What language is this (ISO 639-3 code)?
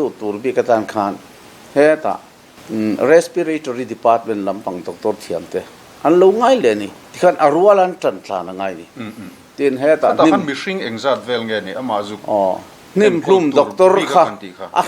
lus